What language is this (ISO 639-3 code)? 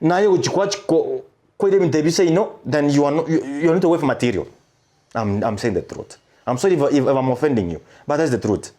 guz